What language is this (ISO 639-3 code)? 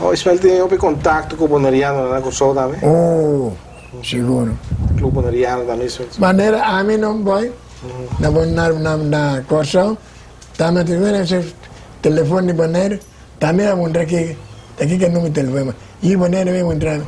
pap